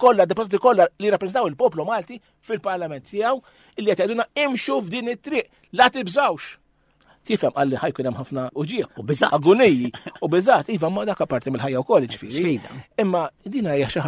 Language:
Maltese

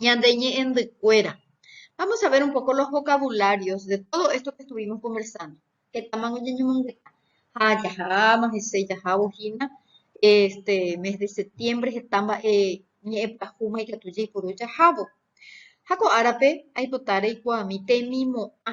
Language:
Guarani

